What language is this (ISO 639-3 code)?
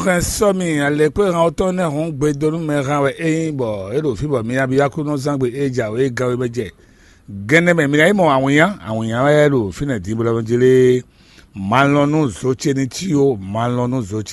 fon